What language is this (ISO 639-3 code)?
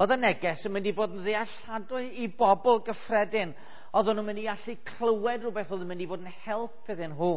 cym